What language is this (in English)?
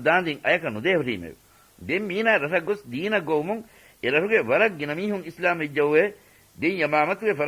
Divehi